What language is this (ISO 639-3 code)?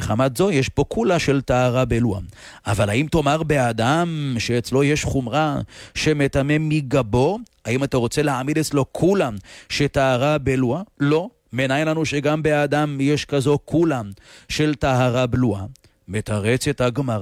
heb